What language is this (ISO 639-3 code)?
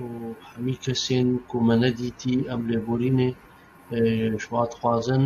kur